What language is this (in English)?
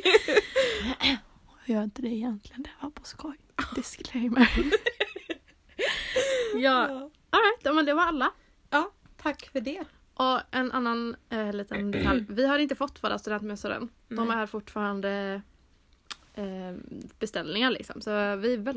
Swedish